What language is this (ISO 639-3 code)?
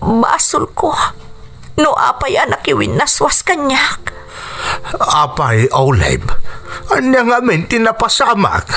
ilo